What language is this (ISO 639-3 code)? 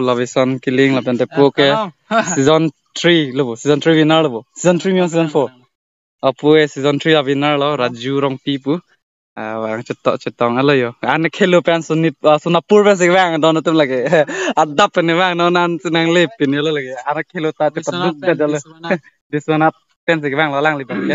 mjw